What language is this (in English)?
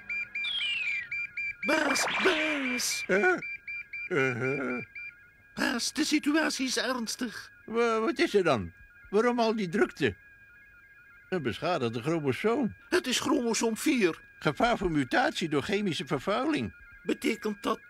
Dutch